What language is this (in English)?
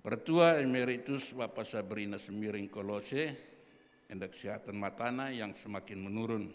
Batak Karo